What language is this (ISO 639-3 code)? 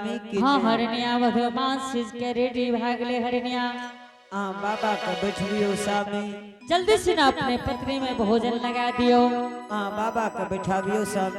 anp